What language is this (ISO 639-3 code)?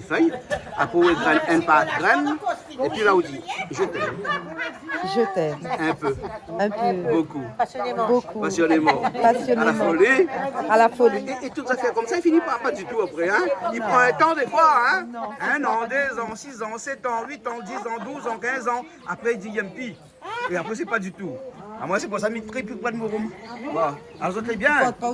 rcf